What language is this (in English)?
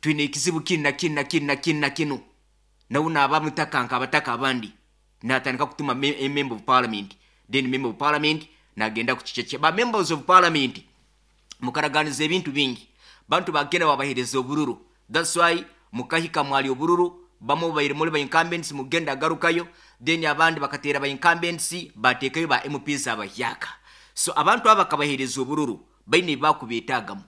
Nyoro